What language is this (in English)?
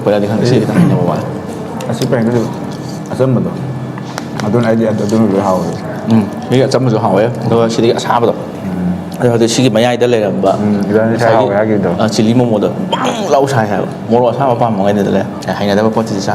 Manipuri